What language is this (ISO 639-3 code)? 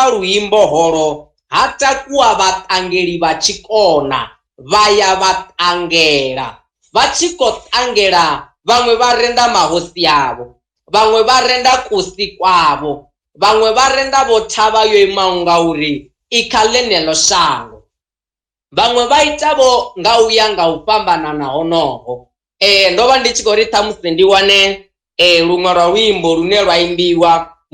ven